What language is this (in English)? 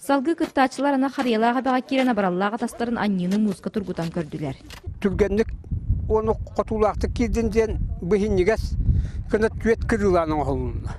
Yakut